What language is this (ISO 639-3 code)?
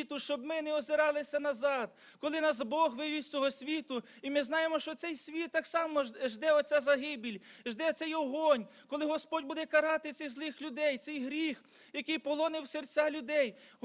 ukr